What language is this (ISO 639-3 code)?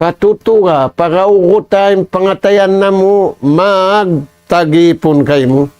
tsg